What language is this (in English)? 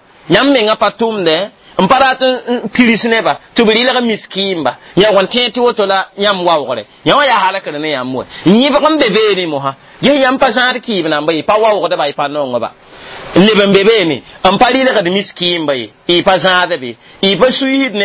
Mossi